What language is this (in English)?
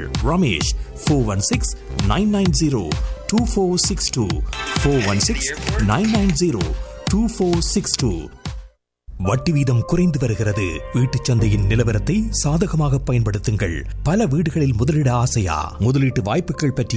Tamil